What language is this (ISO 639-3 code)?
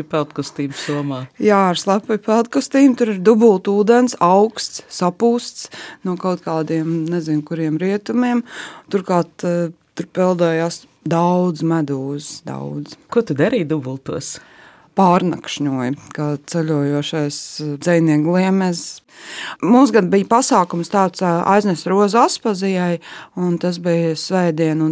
lav